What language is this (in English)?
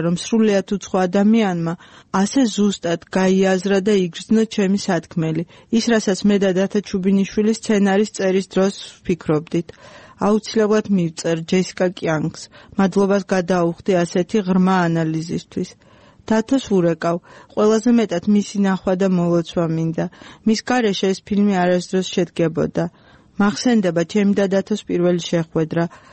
Georgian